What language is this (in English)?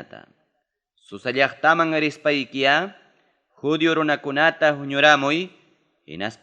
Ayacucho Quechua